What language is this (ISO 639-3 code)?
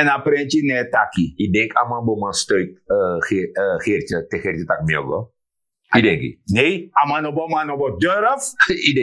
srn